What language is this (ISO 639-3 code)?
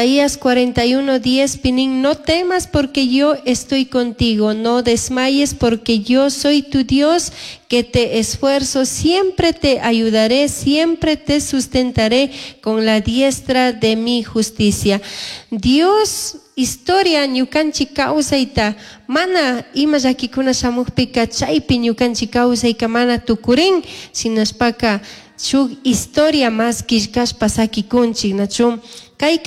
qug